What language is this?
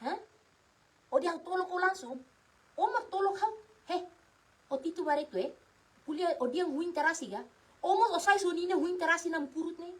Tetum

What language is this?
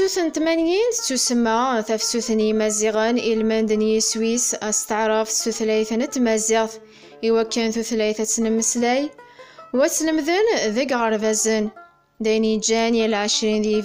Kabyle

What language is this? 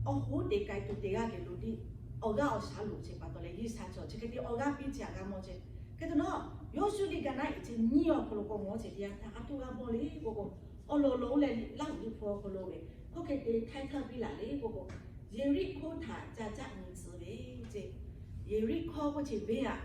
Lahu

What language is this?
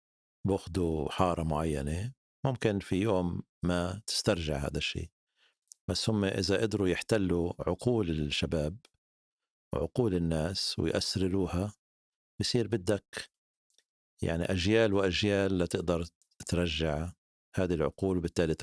North Levantine Arabic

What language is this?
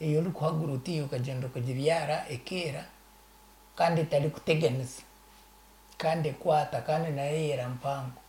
Nyankole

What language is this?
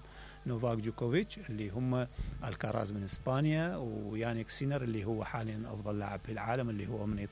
Mesopotamian Arabic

